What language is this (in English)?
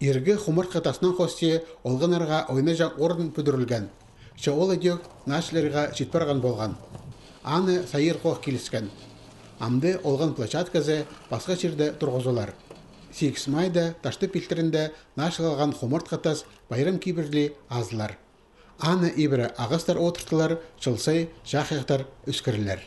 Khakas